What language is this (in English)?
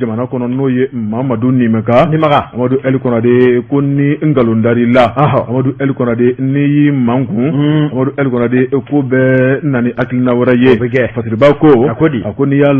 Bambara